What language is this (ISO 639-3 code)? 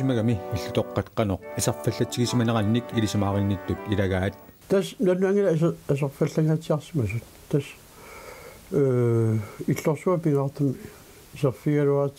kal